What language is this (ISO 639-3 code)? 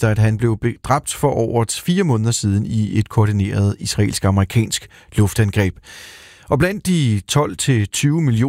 dan